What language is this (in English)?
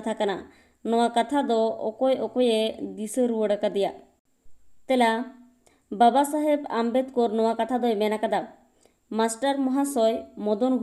Santali